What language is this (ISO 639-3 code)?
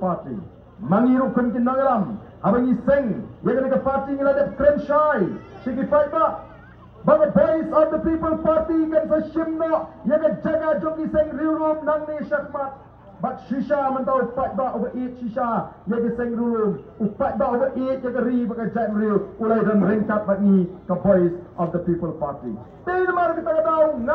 kha